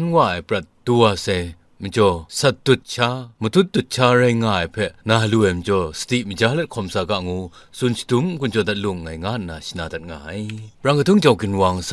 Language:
Kachin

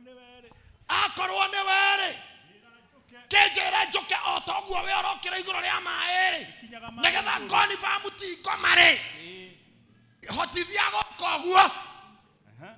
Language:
Kikuyu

